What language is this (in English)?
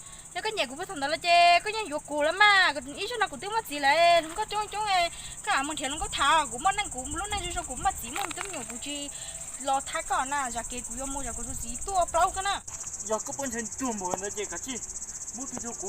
Hmong